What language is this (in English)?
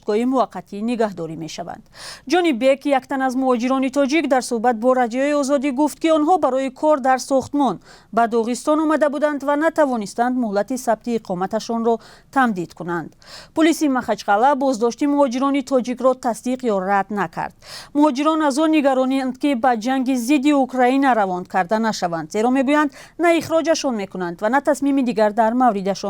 Tajik